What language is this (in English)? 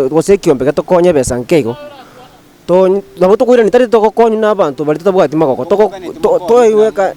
Gusii